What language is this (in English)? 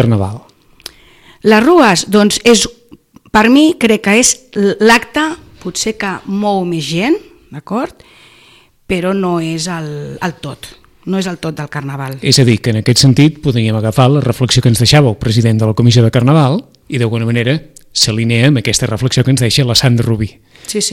Catalan